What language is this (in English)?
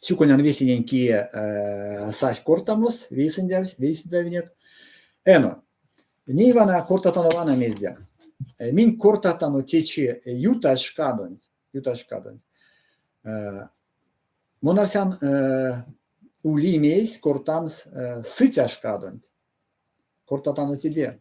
Erzya